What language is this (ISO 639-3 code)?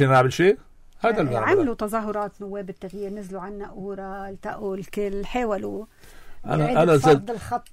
apc